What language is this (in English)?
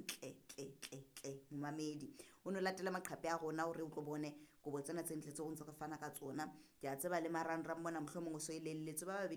Southern Sotho